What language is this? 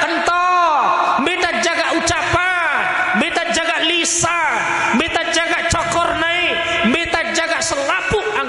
Sasak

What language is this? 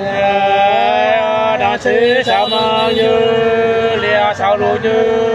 Nung (Viet Nam)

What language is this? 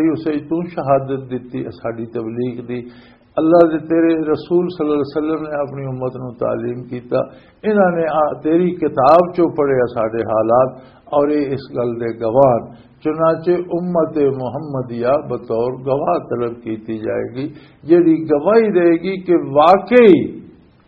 Western Panjabi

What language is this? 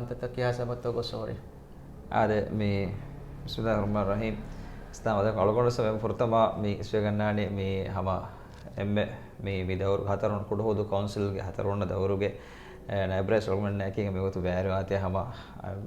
Divehi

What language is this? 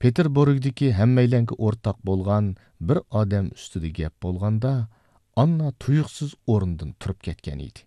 Uyghur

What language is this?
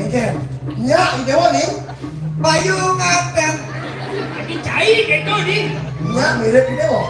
Balinese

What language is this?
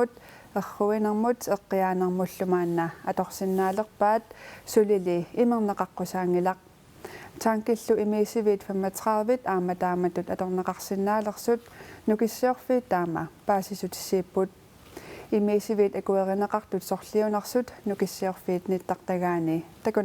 Kalaallisut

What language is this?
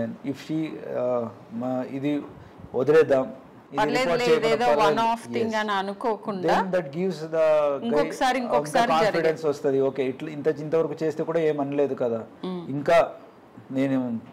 Telugu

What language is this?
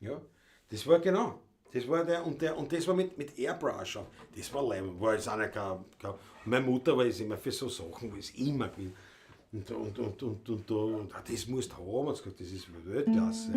Bavarian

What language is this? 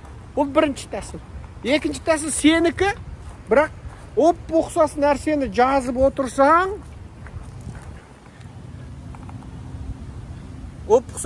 Kazakh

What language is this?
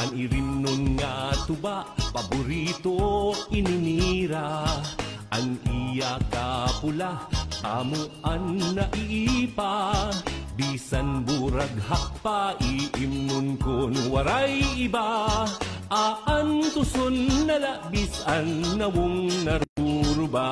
Waray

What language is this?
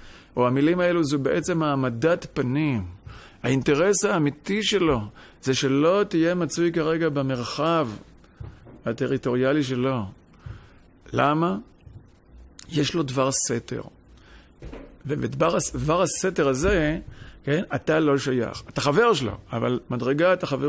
Hebrew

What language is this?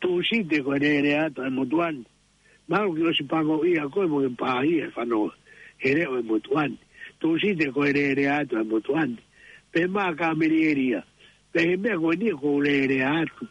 Tongan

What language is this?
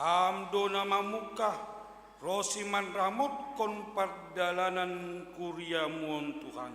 Batak Simalungun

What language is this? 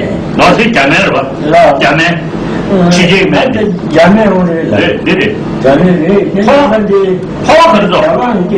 Tibetan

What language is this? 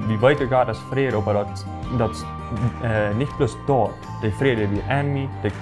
Plautdietsch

